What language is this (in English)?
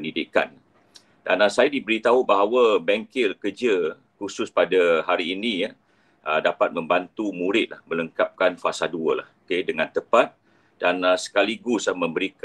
Malay